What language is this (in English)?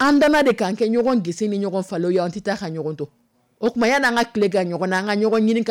Dyula